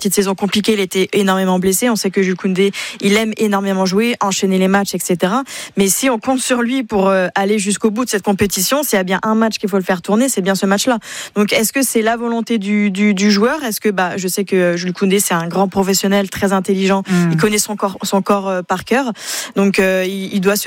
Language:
French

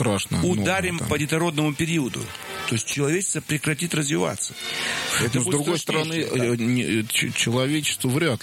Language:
Russian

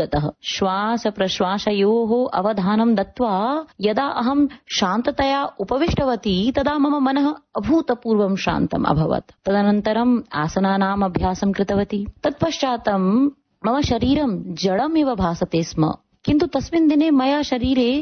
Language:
Sanskrit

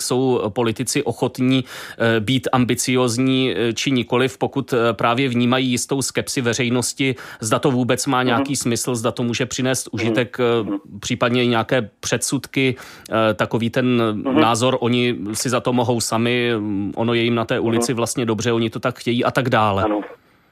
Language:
Czech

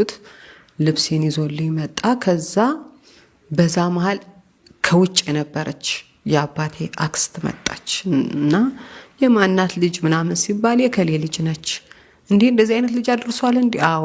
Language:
Amharic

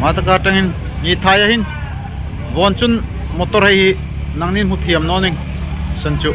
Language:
Darlong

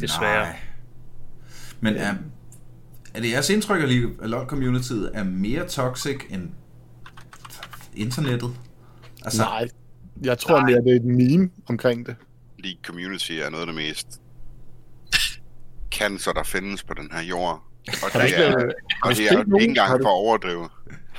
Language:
Danish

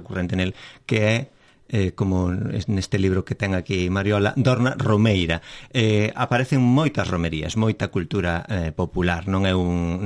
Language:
Galician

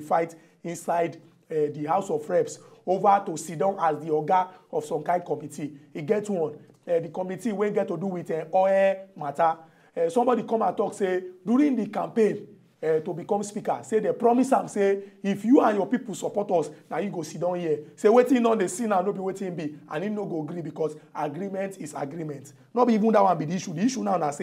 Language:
Nigerian Pidgin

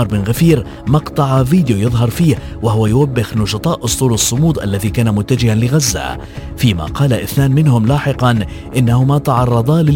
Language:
Arabic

